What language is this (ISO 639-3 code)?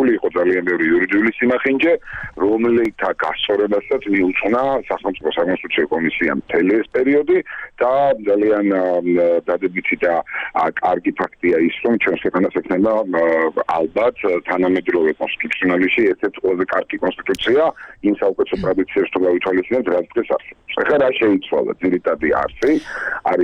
kat